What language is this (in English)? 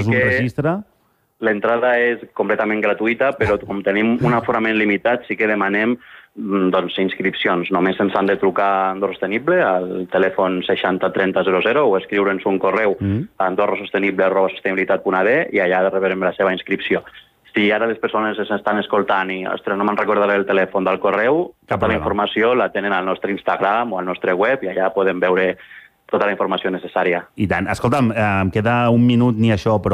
Catalan